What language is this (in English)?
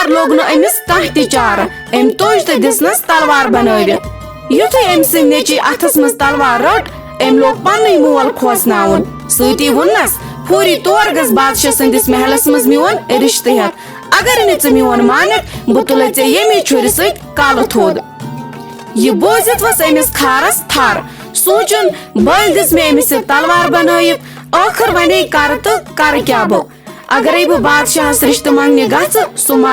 Kashmiri